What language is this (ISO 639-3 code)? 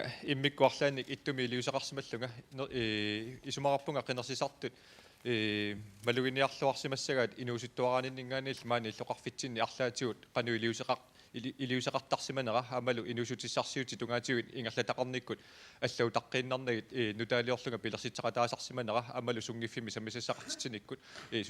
kal